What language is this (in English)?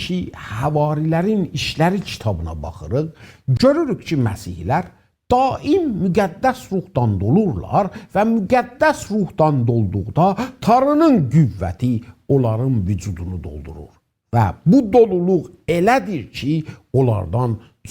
South Azerbaijani